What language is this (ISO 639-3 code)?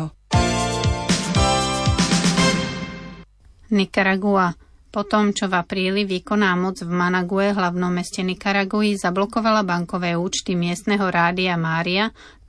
slk